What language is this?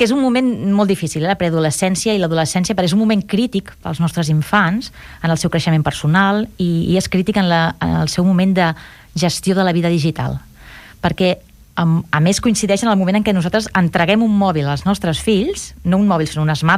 Catalan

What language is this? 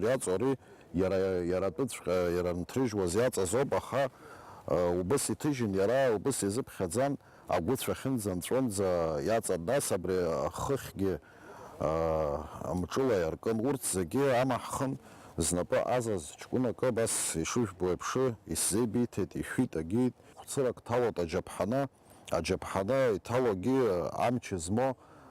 Abkhazian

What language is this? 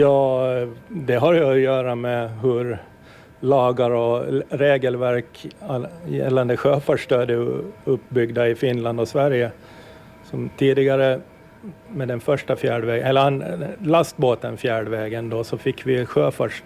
Swedish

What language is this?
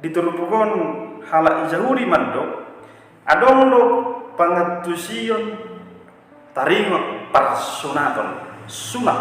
Batak Toba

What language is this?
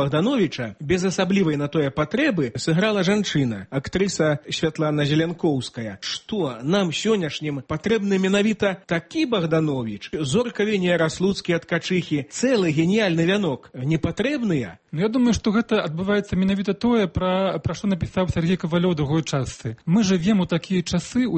Belarusian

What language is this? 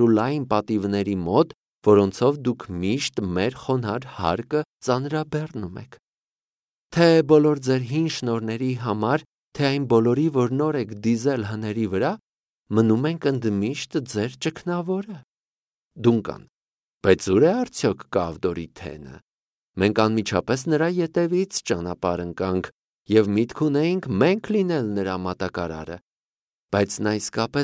Armenian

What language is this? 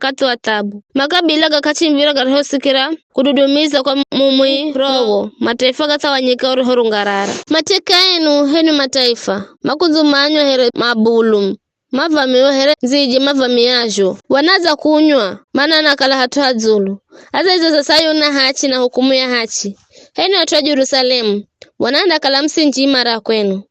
Giryama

